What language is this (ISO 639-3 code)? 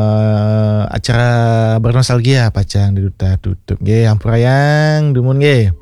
ban